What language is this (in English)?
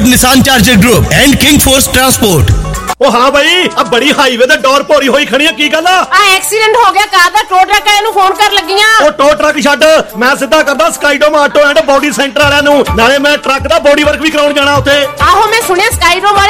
Punjabi